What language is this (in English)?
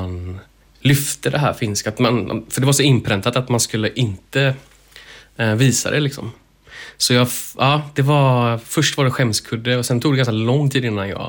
Swedish